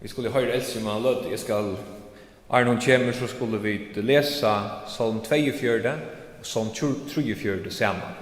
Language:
Faroese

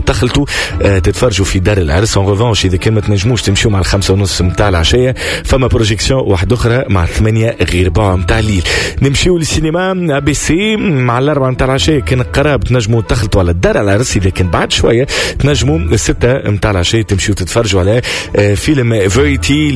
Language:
Tunisian Arabic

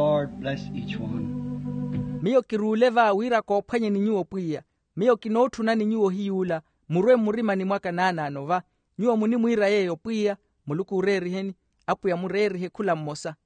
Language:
Makhuwa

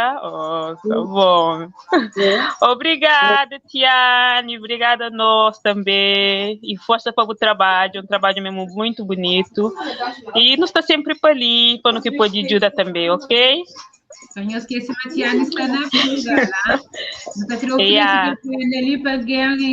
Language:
Kabuverdianu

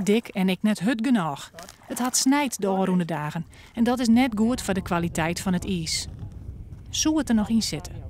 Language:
Western Frisian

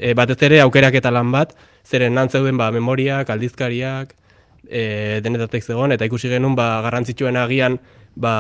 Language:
Basque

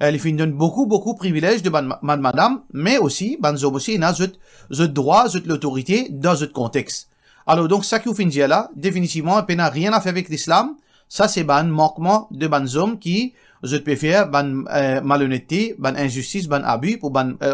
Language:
Morisyen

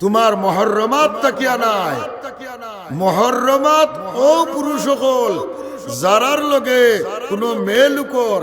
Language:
Sylheti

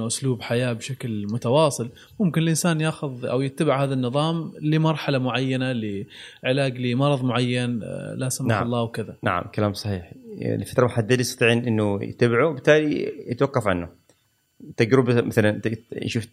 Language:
Gulf Arabic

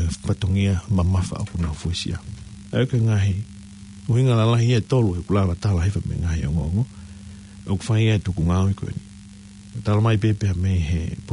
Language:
Tongan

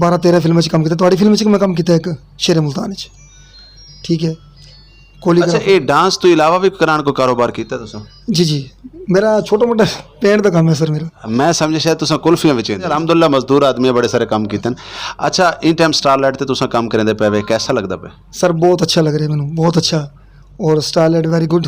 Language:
Saraiki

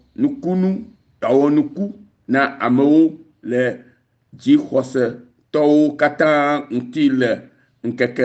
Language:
Ewe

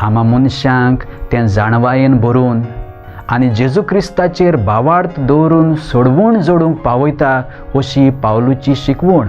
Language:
Konkani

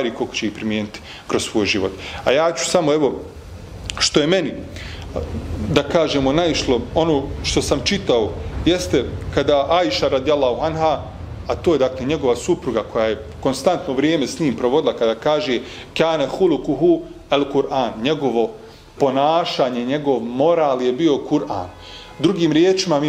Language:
Bosnian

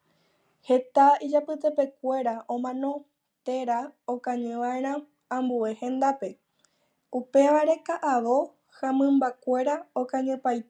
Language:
Guarani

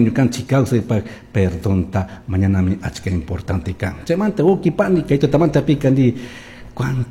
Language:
Chimborazo Highland Quichua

